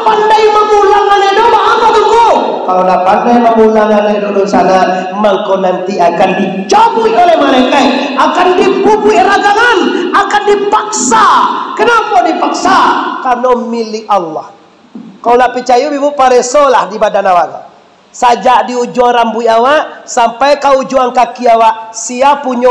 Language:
Minangkabau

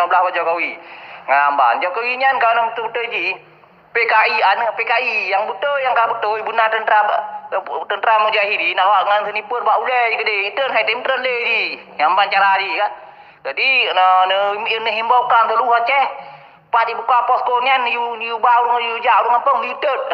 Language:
Achinese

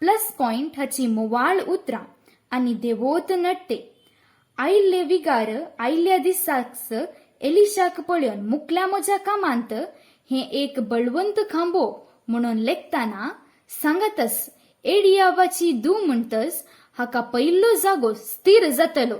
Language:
Konkani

